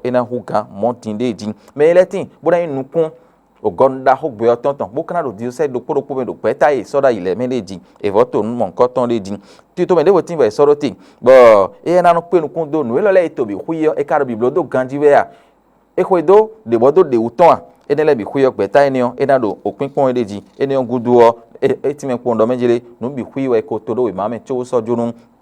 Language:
Fon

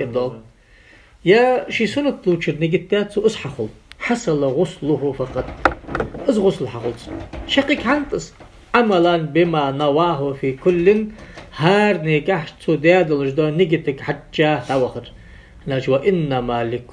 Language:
Ingush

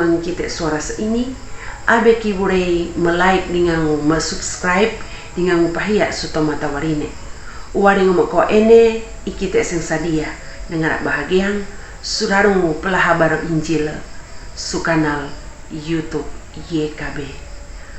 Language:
Sangir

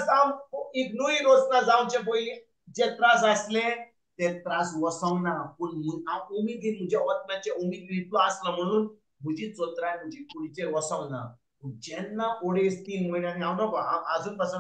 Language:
Konkani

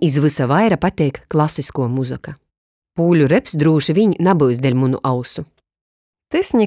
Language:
Latgalian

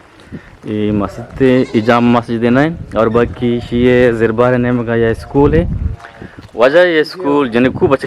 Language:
Eastern Balochi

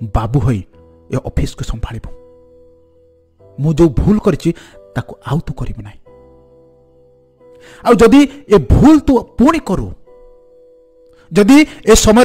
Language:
Odia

